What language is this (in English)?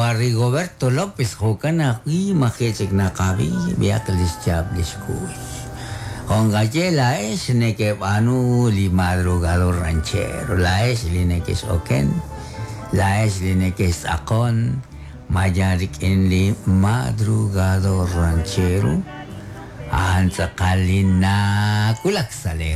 Kekchí